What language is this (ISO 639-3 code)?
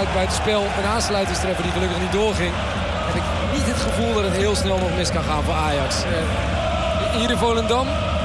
nld